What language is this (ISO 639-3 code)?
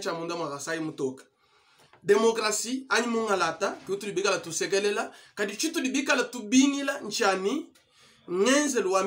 lua